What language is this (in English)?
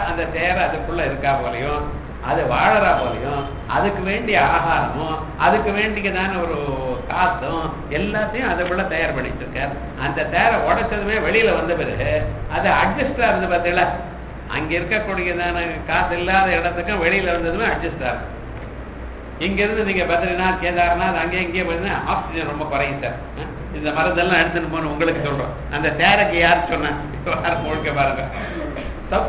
Tamil